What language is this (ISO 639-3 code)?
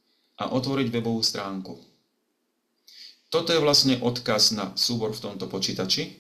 slk